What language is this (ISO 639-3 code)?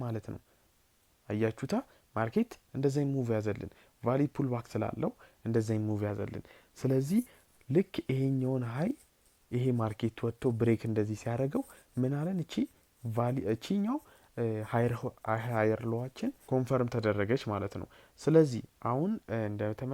amh